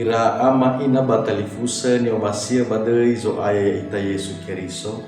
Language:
Nias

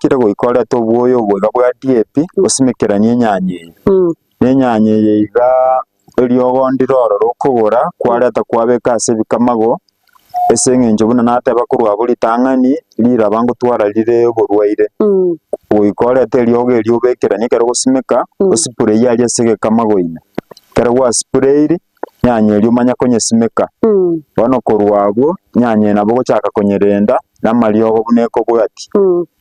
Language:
Gusii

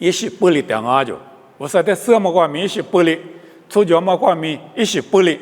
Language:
Lisu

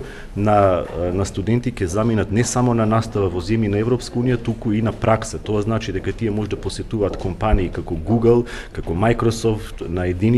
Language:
Macedonian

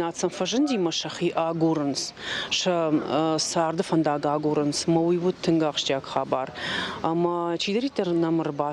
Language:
Ossetic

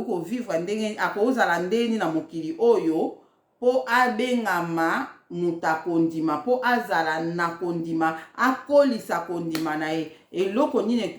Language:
Lingala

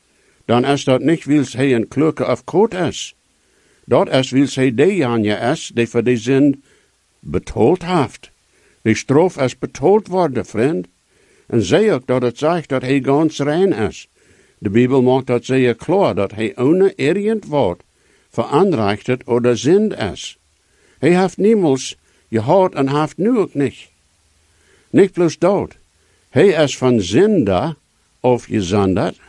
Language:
Plautdietsch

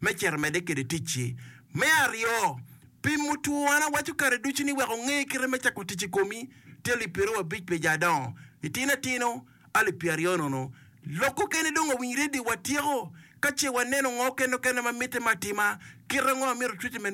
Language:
Acoli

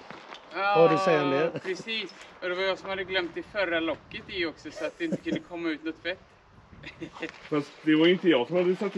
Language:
Swedish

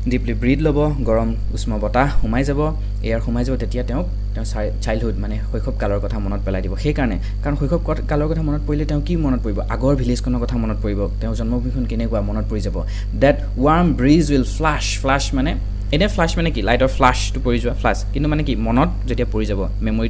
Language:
Assamese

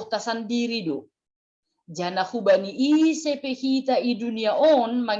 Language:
Batak Simalungun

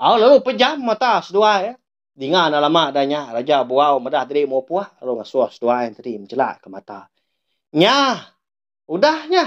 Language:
Iban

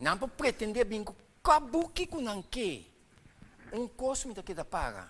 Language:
Papiamento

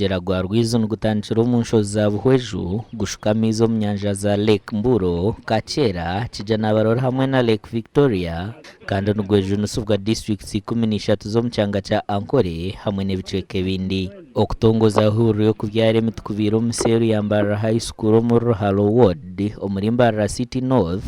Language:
Nyankole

